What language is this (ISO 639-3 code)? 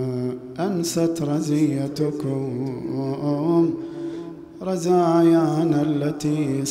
ara